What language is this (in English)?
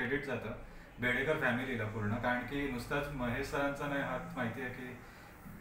Marathi